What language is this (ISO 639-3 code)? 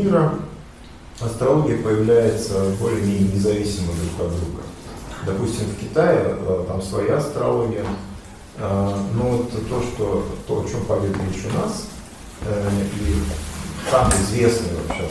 rus